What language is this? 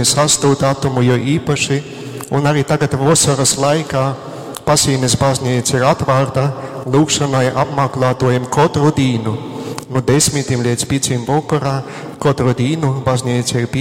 Latgalian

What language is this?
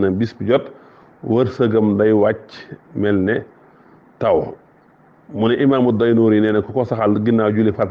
Wolof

